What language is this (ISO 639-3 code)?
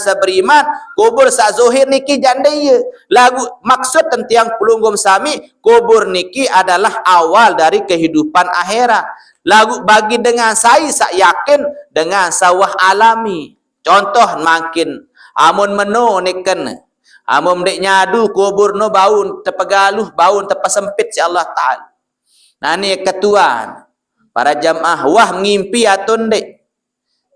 sas